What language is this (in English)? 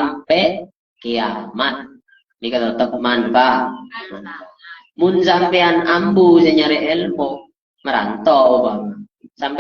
Madurese